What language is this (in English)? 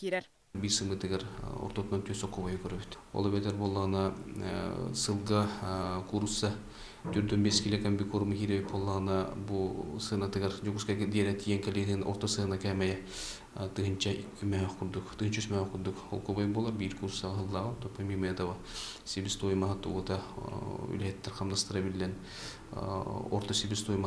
Yakut